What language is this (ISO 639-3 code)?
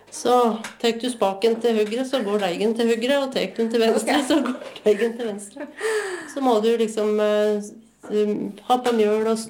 nor